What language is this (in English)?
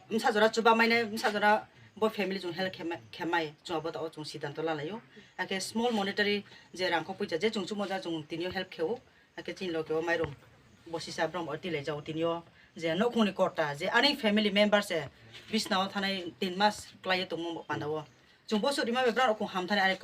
Kok Borok